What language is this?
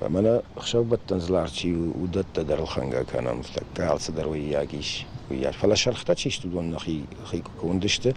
Ossetic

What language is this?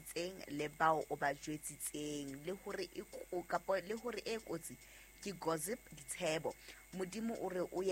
Southern Sotho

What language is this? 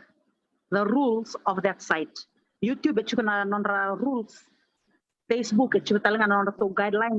Fijian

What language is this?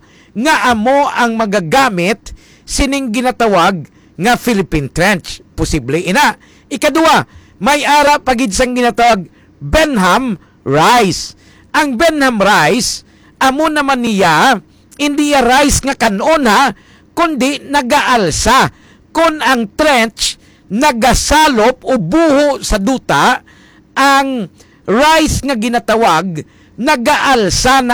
Hiligaynon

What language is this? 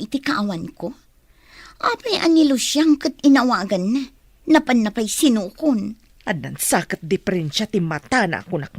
Iloko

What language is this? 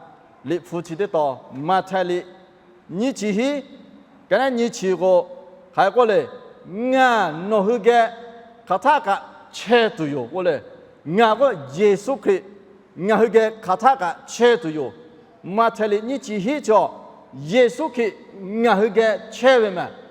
Lahu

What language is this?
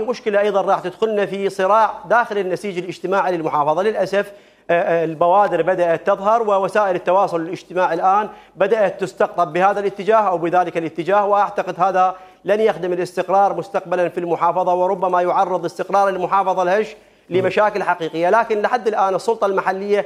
Mesopotamian Arabic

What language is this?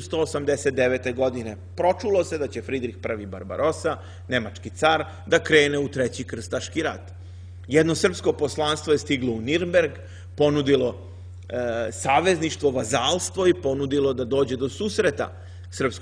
Serbian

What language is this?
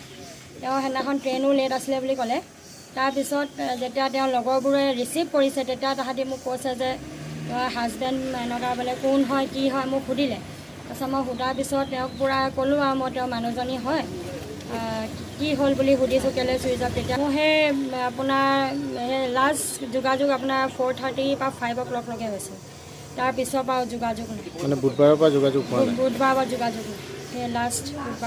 Assamese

